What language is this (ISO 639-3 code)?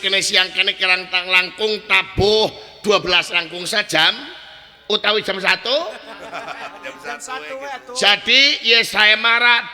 sun